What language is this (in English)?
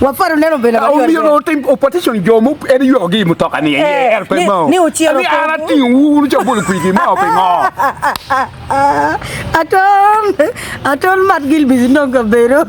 Acoli